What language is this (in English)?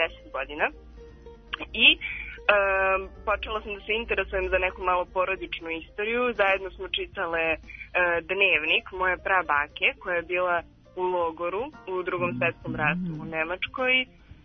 Serbian